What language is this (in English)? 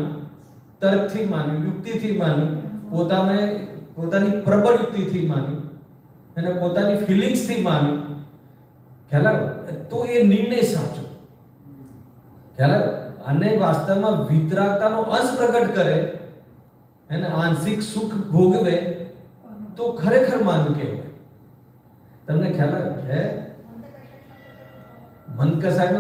Gujarati